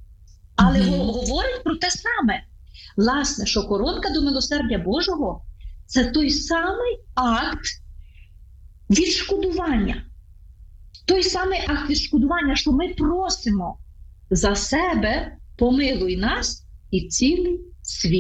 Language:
Ukrainian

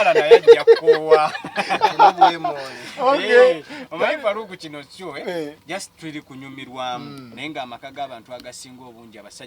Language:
Ganda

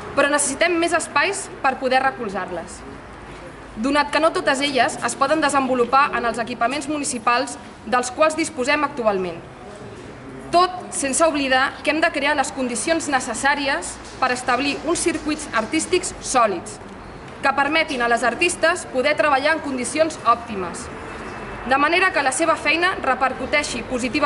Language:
Catalan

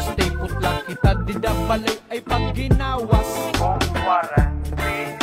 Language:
Waray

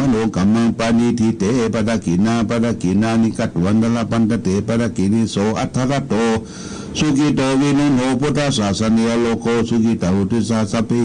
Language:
Pali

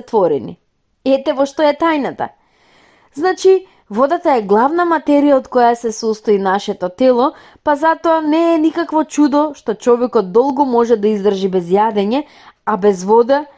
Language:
Macedonian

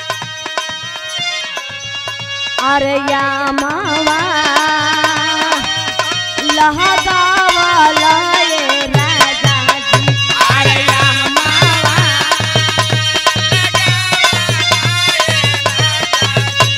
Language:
Bhojpuri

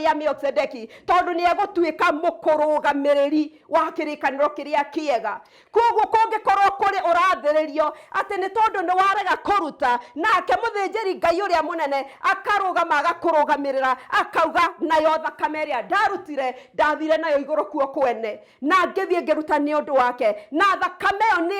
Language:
Kikuyu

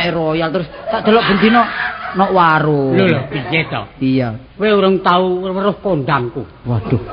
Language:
Javanese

